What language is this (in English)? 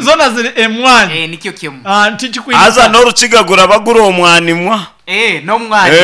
Nyankole